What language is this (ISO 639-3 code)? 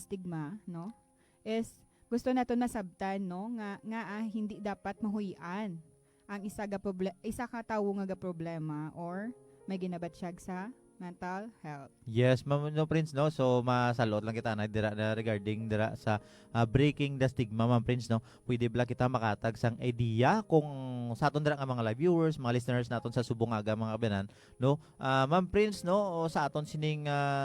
hil